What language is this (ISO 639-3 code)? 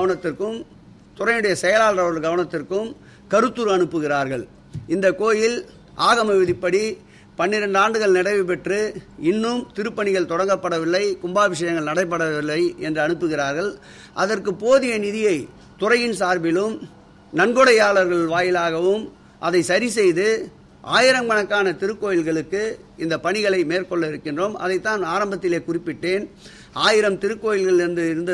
tam